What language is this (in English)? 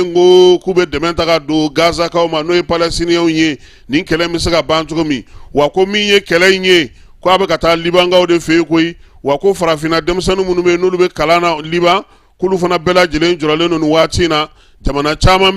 Bambara